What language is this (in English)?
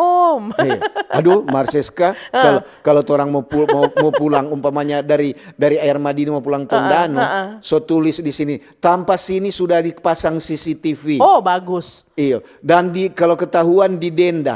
Manado Malay